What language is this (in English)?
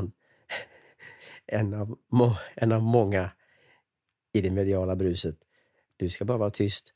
Swedish